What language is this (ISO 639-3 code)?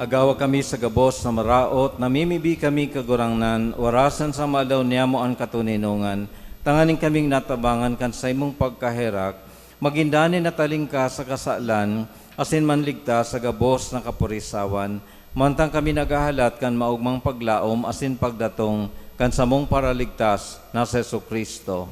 bik